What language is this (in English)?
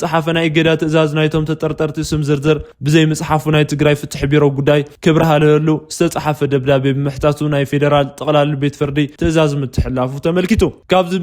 Tigrinya